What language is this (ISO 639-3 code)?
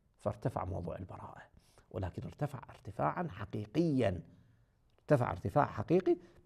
ary